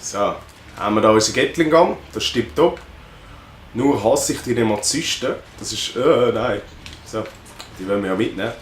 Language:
Swiss German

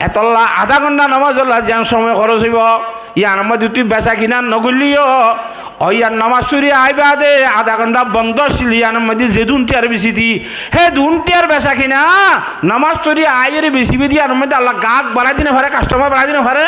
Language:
Rohingya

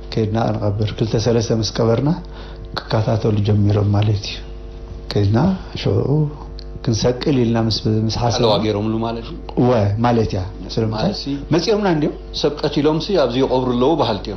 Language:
Tigrinya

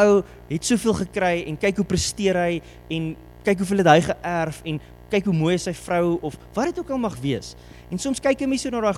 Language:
Afrikaans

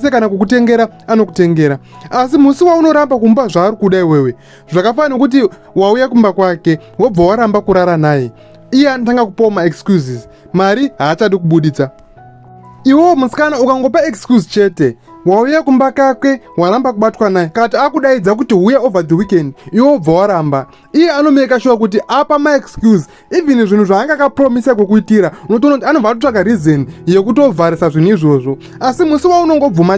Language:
Shona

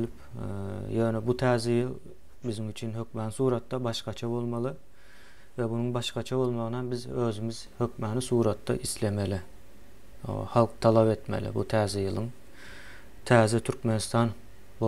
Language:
Turkmen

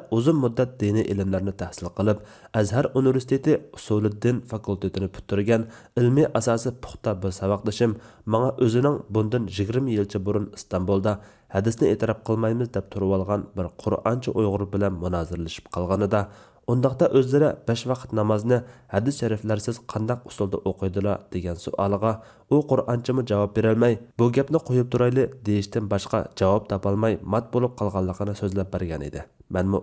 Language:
Uyghur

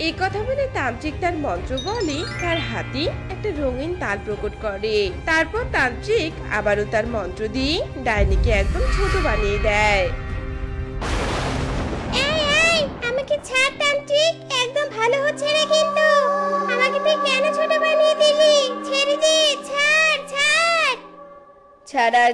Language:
Bangla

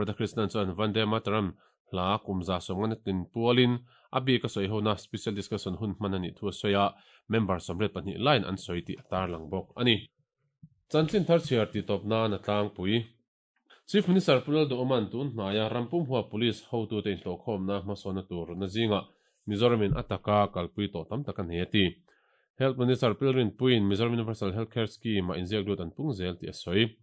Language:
Mizo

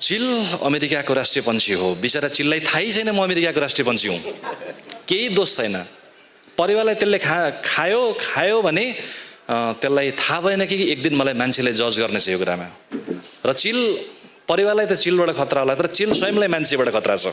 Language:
Nepali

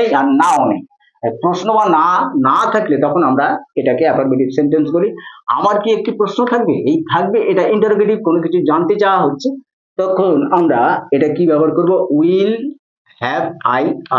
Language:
Bangla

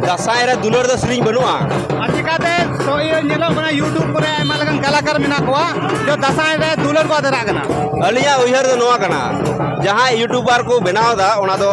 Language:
Santali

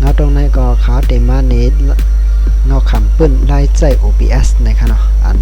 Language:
Shan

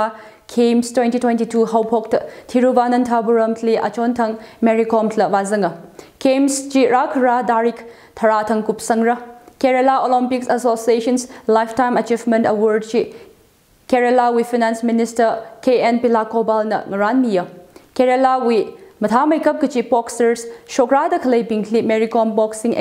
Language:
Tangkhul Naga (India)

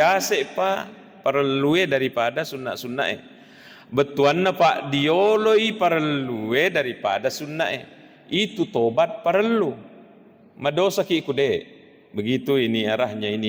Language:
Buginese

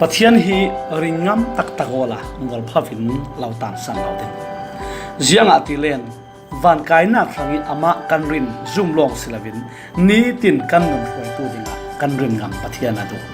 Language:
Falam Chin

